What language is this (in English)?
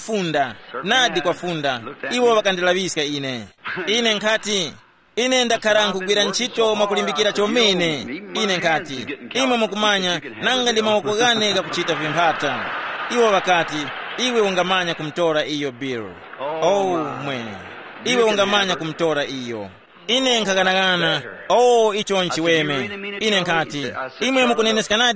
Tumbuka